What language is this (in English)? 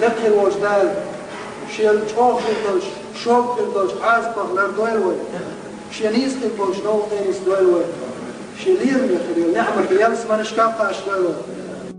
Chechen